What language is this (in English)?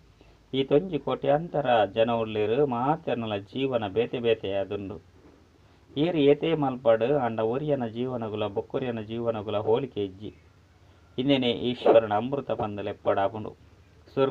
Tulu